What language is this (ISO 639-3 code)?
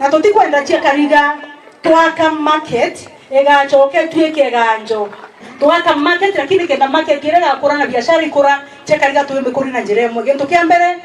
mer